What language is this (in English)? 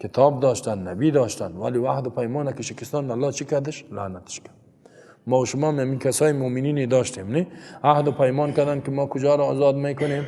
Persian